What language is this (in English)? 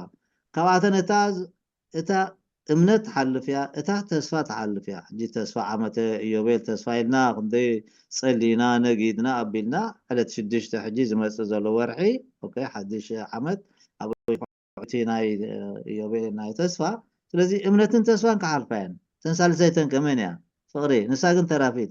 Tigrinya